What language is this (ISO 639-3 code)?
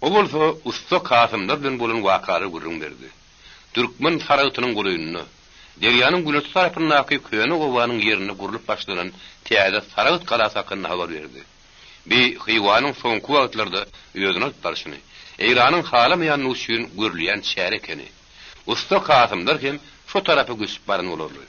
tuk